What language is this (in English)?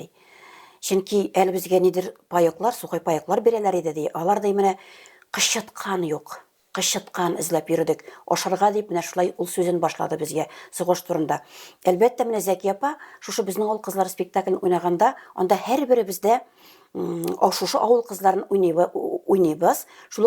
Tatar